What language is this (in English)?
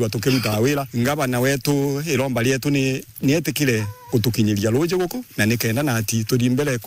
Meru